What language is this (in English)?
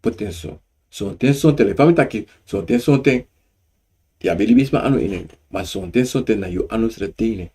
Sranan Tongo